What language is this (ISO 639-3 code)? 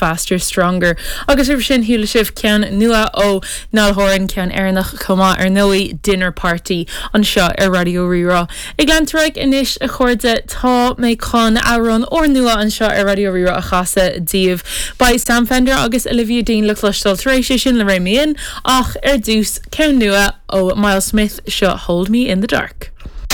gle